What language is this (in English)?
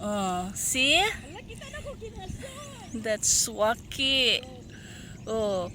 Cebuano